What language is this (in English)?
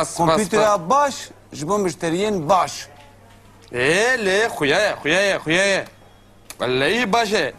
Kurdish